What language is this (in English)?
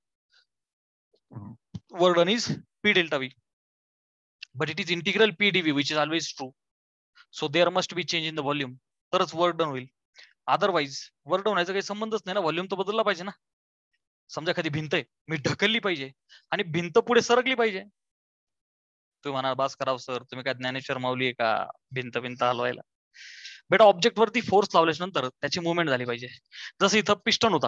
Marathi